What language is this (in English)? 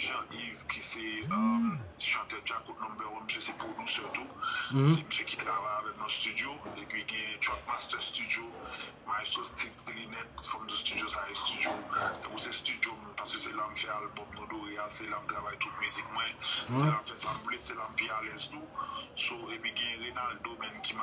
Haitian Creole